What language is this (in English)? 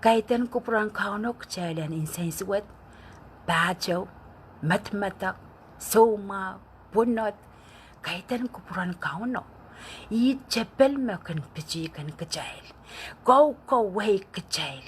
Pohnpeian